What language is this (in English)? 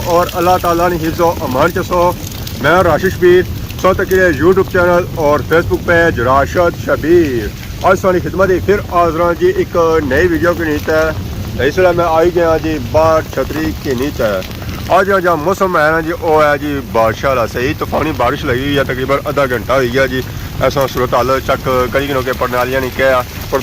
Pahari-Potwari